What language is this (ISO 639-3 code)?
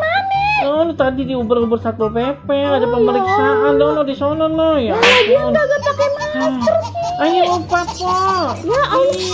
bew